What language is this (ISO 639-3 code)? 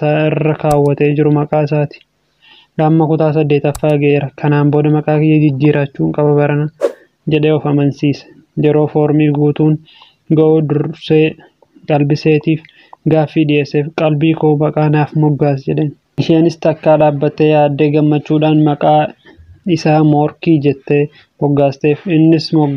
orm